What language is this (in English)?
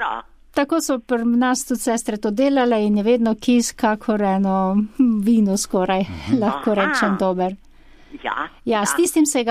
Slovenian